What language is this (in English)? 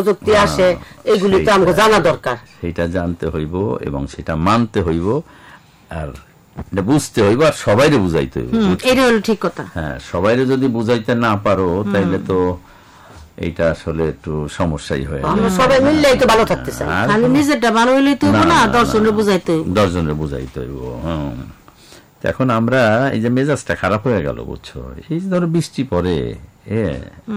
Bangla